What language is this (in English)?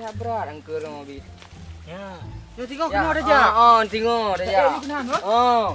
Achinese